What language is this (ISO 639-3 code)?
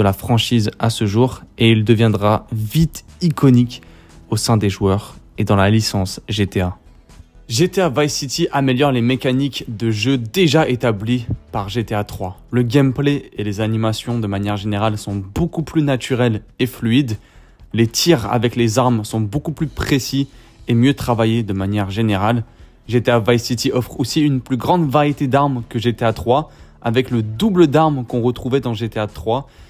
fra